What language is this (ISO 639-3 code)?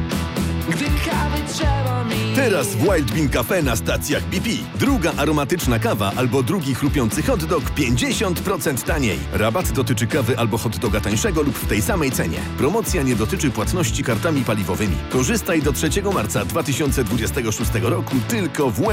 pol